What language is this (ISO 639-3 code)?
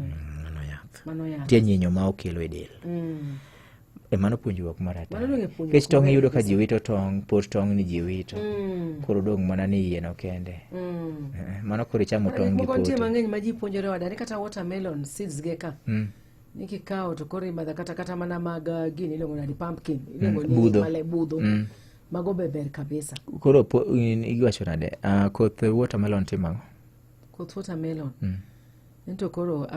luo